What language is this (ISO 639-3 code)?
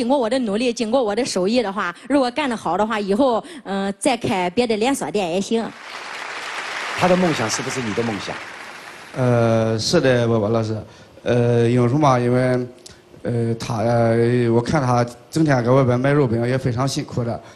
zho